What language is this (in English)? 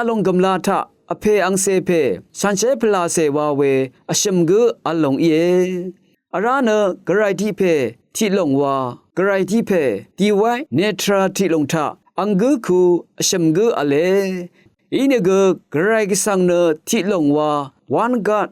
Rawang